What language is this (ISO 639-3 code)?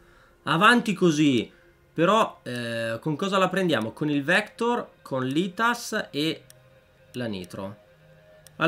ita